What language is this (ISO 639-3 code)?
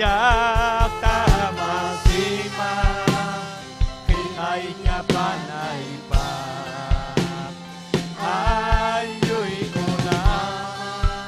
quy